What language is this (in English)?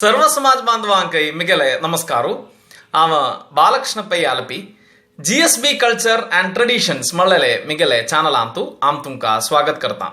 Konkani